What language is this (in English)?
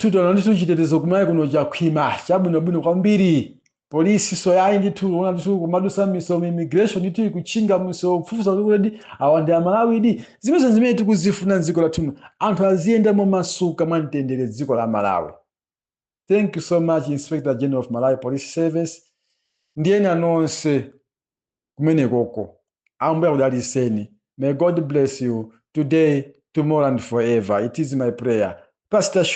Nyanja